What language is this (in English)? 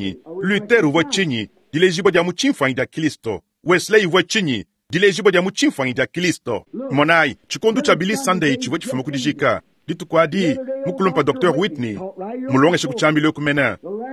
Luba-Lulua